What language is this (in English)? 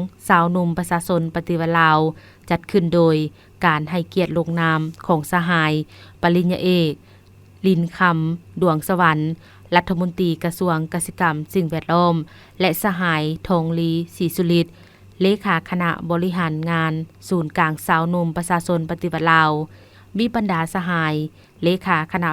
Lao